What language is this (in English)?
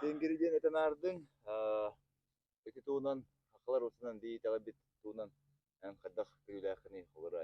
Yakut